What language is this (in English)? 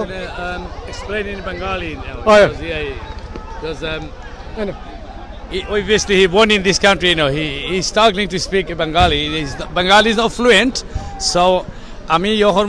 Sylheti